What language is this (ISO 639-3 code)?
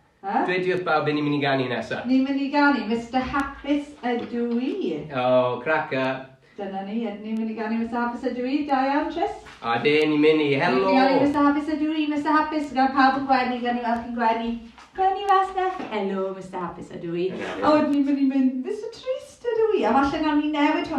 cym